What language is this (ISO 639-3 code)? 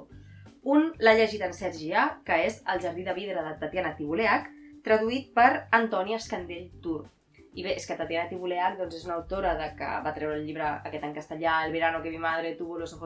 cat